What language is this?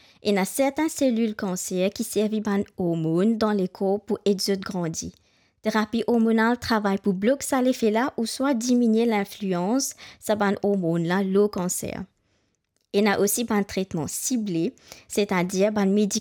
Morisyen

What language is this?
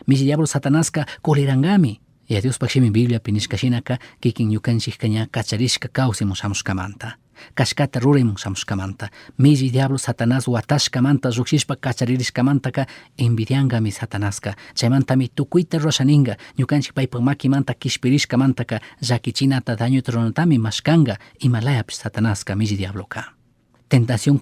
Chimborazo Highland Quichua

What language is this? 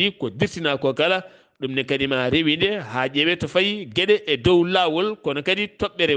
Fula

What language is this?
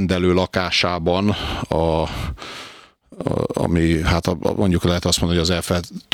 Hungarian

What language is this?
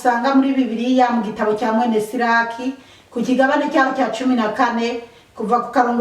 Rundi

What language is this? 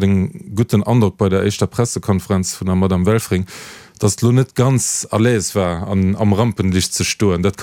Luxembourgish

